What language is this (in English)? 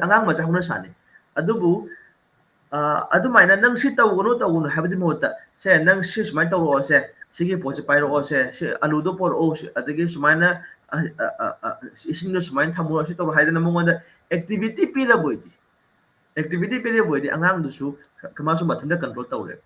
Manipuri